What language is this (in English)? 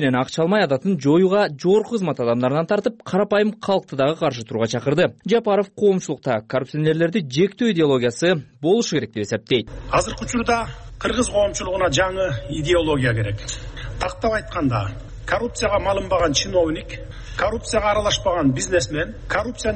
Kyrgyz